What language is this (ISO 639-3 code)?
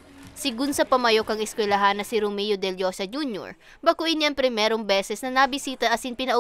bik